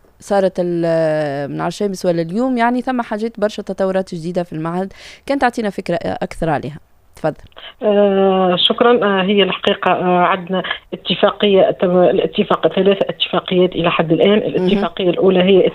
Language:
Tunisian Arabic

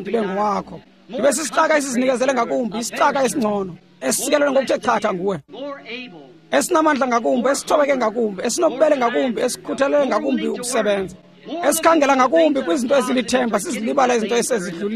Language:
Xhosa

